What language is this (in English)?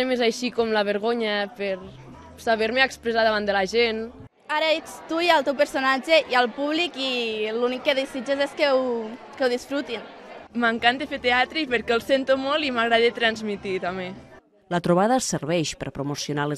Catalan